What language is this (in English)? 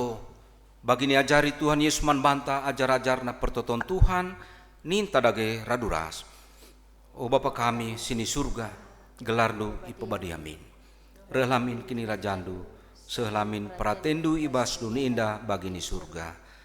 Batak Karo